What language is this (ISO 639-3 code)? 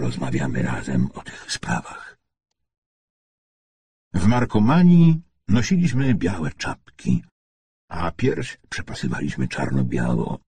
pol